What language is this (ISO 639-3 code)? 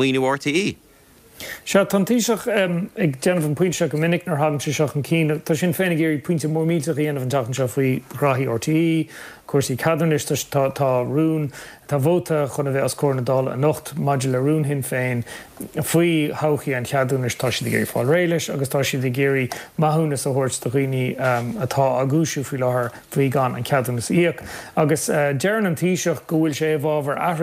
gle